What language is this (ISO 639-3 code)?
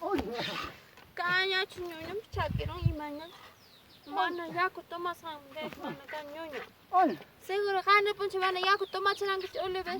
quy